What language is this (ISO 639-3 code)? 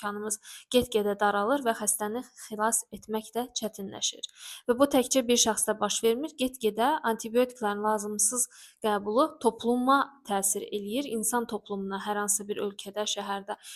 aze